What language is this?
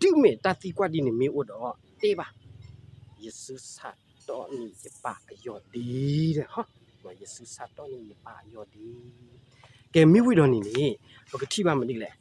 S'gaw Karen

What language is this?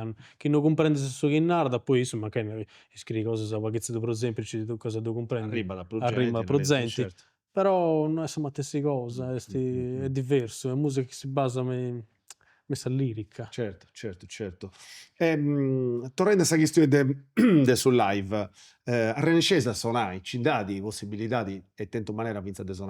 Sardinian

